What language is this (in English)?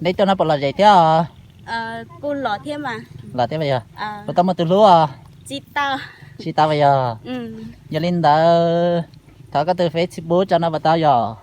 Hmong